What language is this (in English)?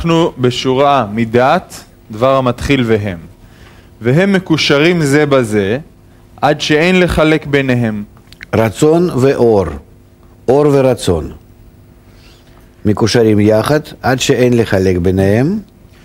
Hebrew